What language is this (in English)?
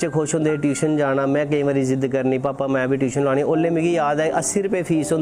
Dogri